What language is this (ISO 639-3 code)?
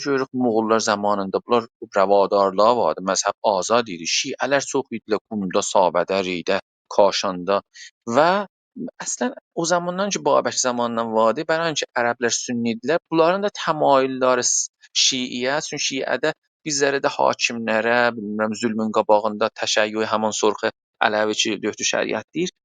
azb